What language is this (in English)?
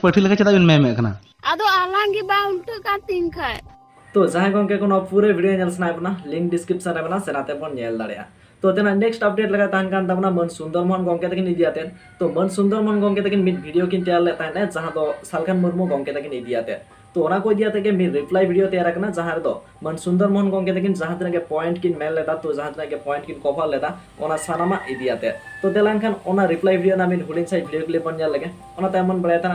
Santali